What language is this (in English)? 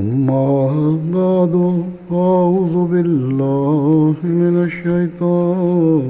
Bangla